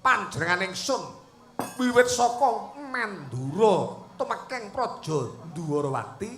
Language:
Javanese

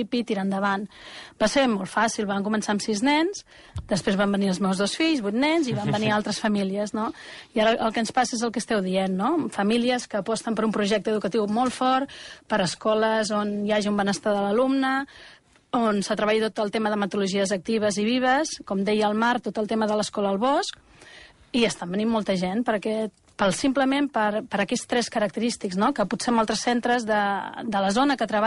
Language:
Catalan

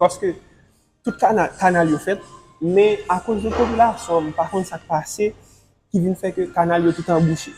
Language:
Haitian Creole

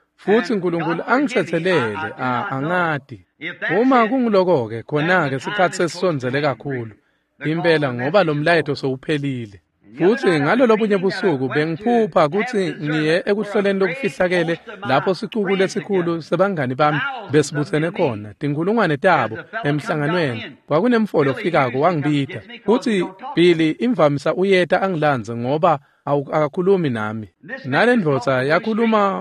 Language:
Swati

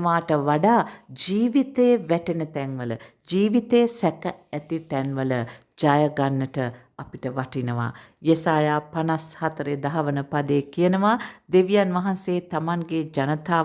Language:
Sinhala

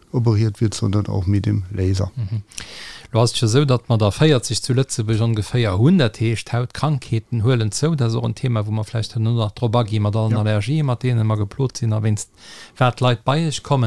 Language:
Luxembourgish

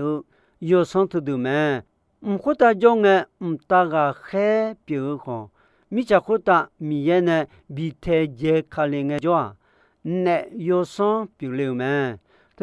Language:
Akha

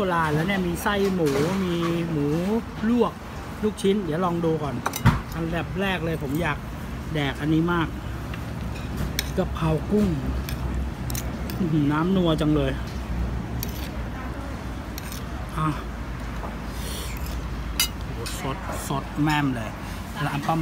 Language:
Thai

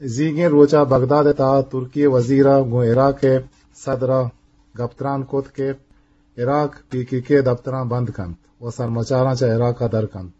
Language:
Eastern Balochi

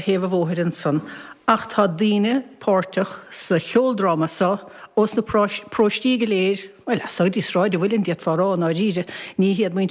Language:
Irish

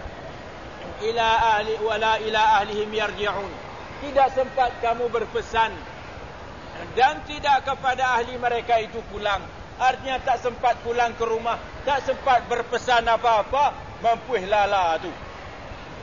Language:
Malay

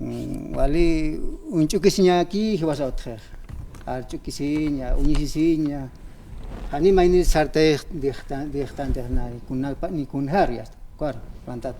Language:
Aymara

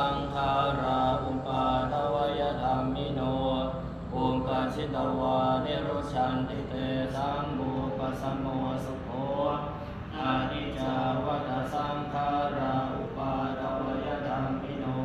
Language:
Pali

